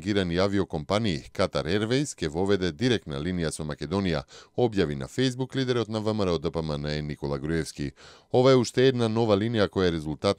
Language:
Macedonian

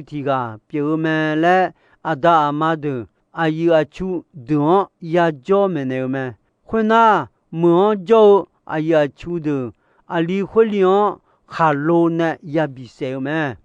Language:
Akha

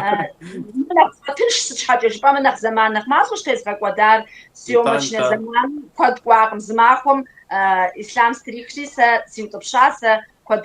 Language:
Kabardian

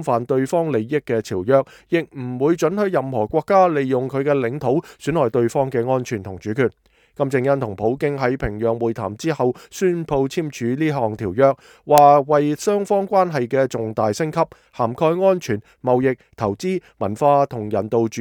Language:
Cantonese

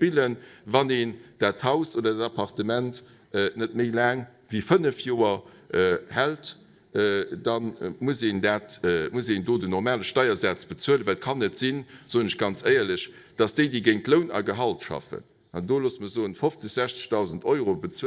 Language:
Luxembourgish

